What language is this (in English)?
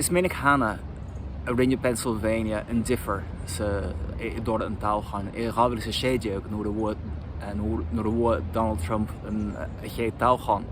Irish